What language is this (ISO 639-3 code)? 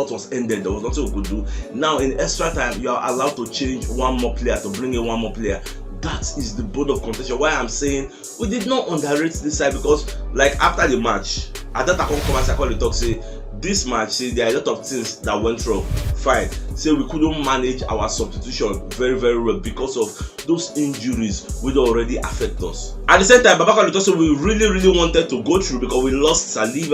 pcm